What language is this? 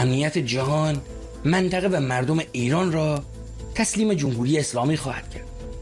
Persian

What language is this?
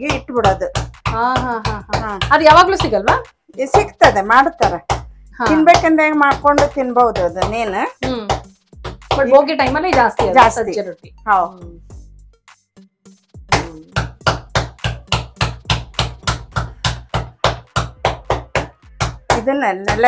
Kannada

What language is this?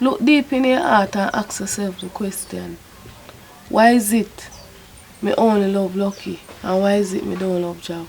Jamaican Creole English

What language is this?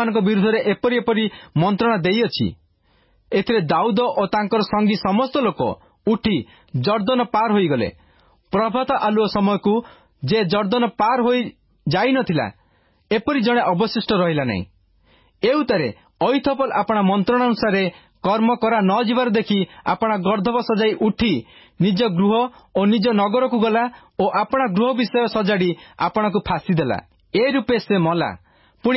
Odia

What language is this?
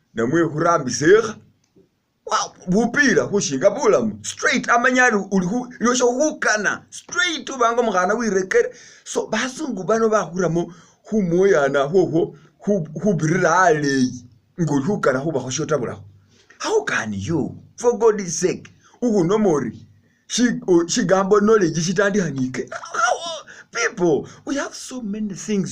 Masaaba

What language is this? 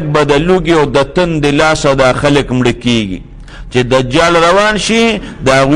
Pashto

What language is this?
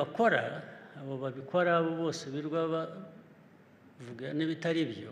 Kinyarwanda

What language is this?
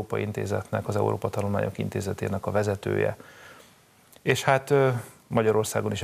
Hungarian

